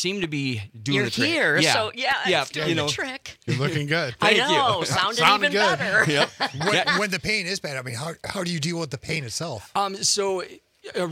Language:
English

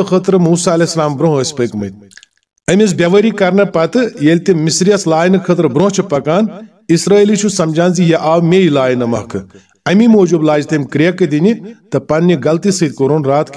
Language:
Kashmiri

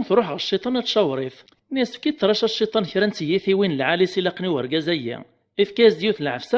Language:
Kabyle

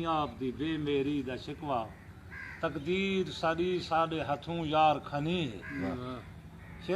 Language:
Saraiki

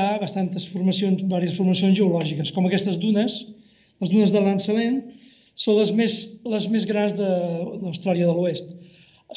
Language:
Catalan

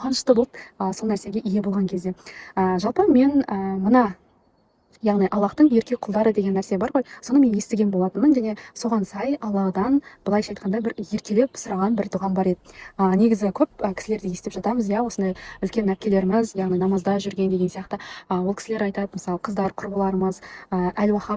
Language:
Kazakh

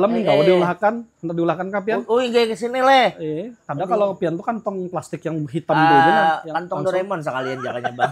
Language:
Banjar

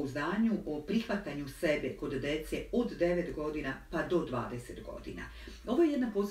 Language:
Serbian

